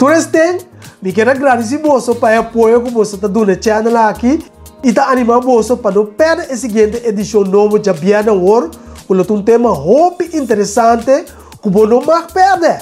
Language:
Papiamento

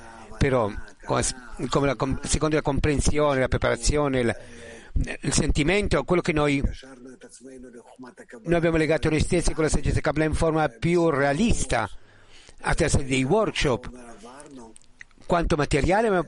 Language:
Italian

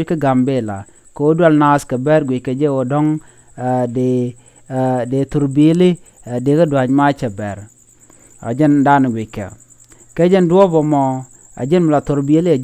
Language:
Nuer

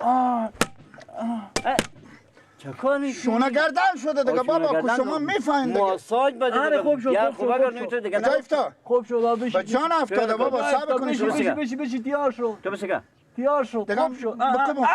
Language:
Persian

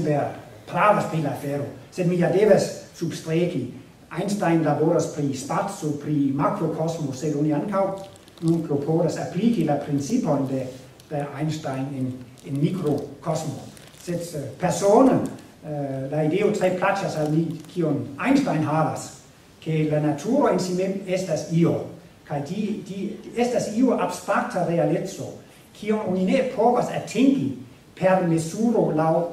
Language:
Esperanto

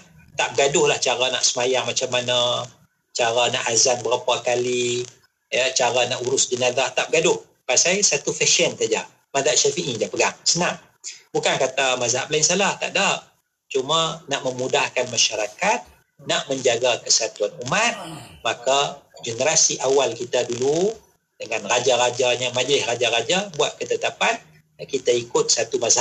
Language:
Malay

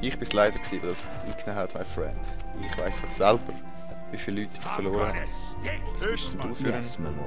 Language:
Swiss German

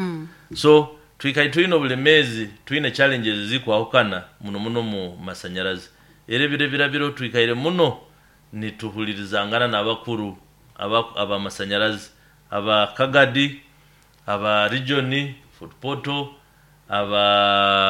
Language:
Nyoro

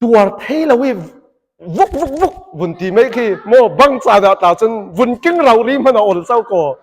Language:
Falam Chin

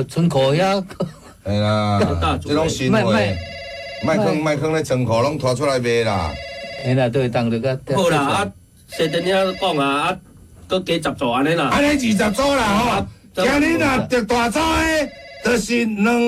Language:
Min Nan Chinese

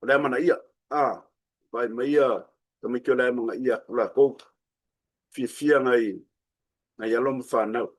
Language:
Samoan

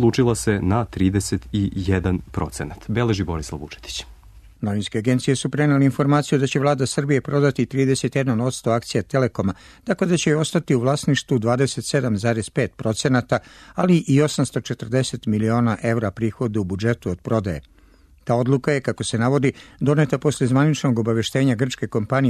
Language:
Serbian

